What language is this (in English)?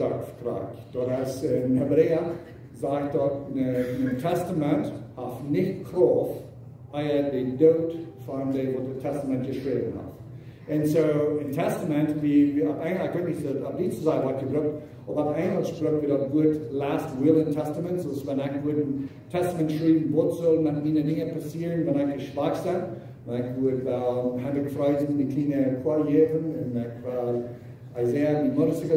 Plautdietsch